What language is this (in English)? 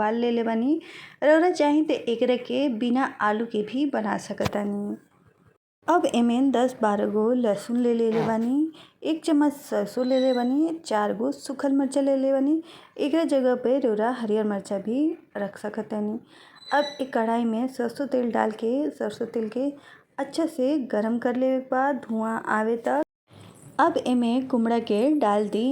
Bhojpuri